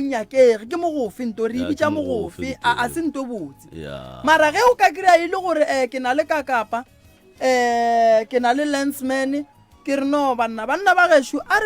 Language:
Northern Sotho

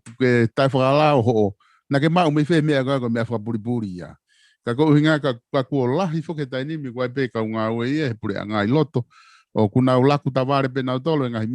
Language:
Tongan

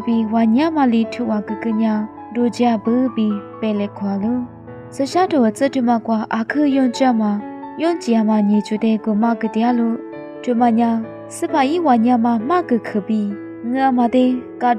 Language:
Lisu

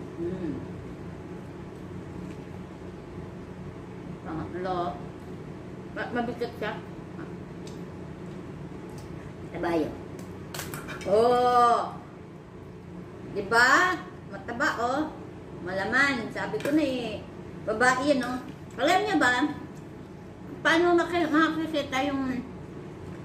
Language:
Filipino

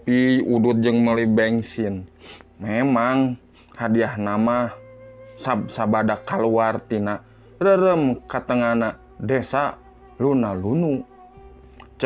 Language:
Sundanese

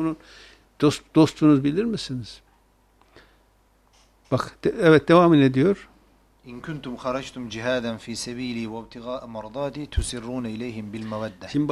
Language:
Turkish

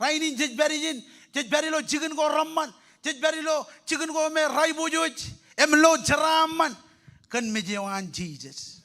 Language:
Marshallese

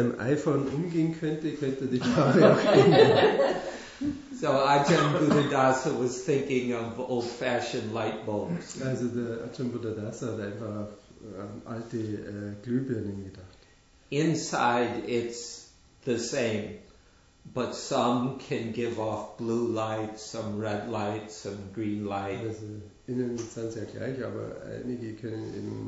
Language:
German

